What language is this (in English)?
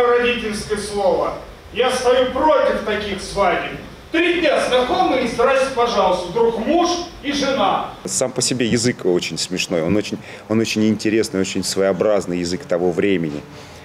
Russian